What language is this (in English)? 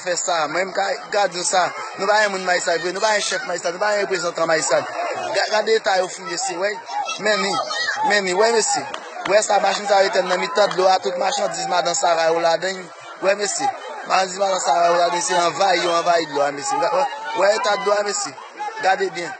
Haitian Creole